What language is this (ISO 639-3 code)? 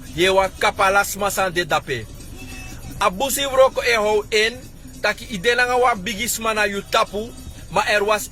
srn